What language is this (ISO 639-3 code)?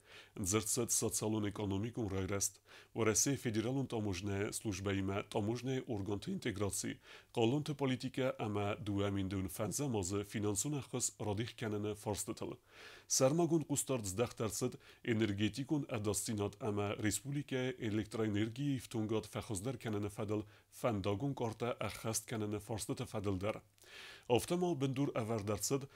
oss